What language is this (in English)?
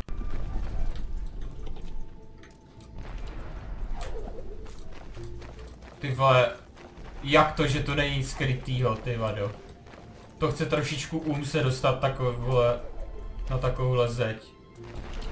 Czech